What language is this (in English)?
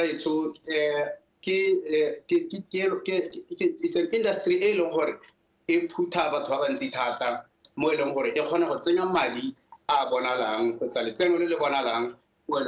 Tswana